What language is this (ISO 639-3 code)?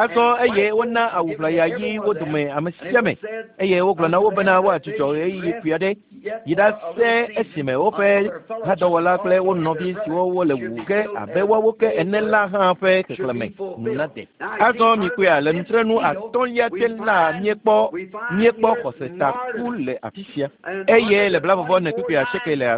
ewe